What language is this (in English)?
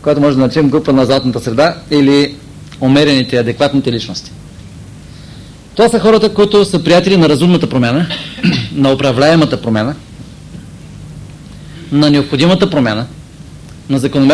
Bulgarian